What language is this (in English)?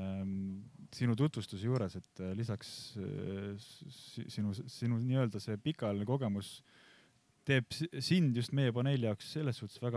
Estonian